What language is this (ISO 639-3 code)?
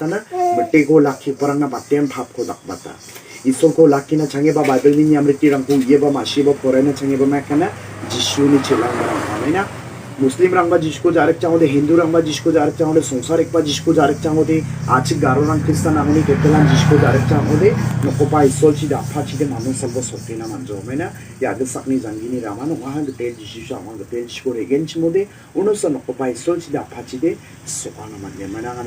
grt